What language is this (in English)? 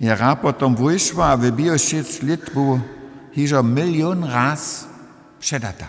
Upper Sorbian